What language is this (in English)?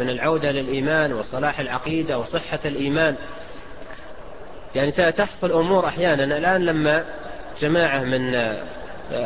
Arabic